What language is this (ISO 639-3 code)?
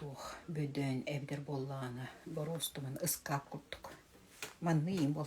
sah